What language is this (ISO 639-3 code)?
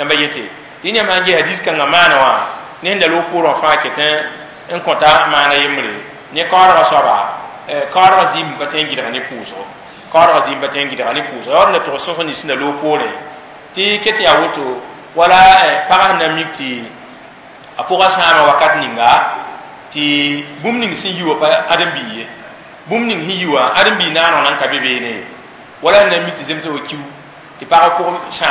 mos